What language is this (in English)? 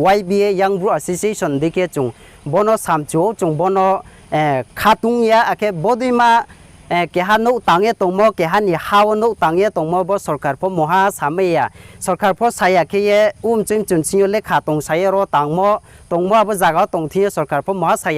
Kok Borok